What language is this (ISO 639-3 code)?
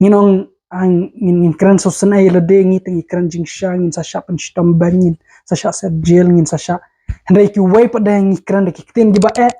kha